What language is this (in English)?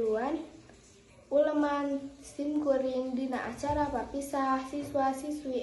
Sundanese